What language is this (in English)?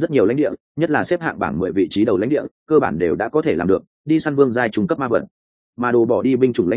Vietnamese